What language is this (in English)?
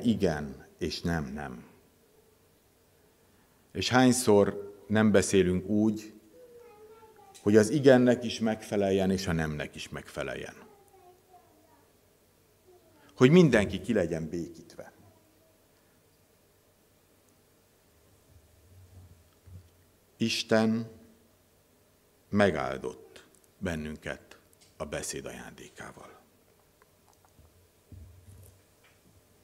Hungarian